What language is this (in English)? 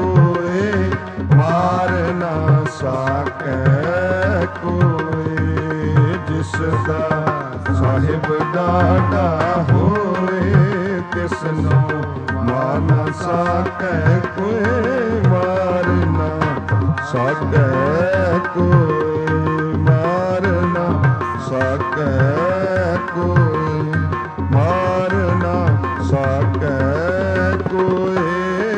Punjabi